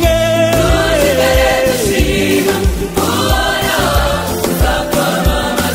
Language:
Kinyarwanda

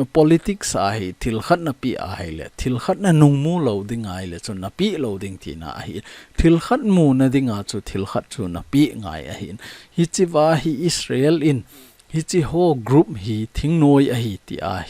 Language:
Thado Chin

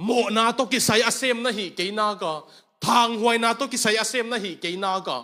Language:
Tedim Chin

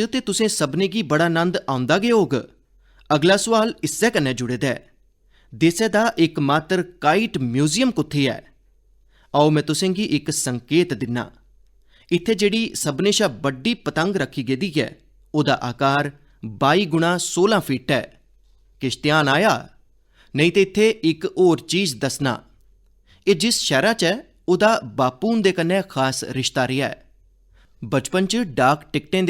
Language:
Dogri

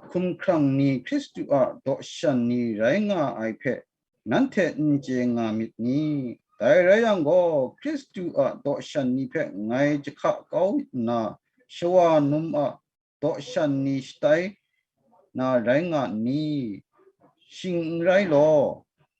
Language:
Kachin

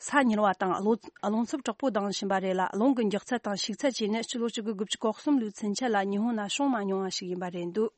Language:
Tibetan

